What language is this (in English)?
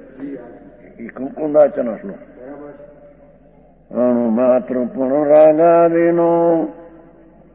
Gujarati